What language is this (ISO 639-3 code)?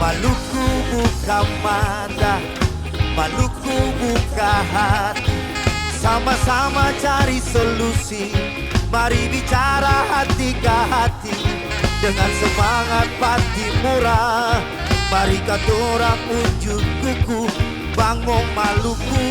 abs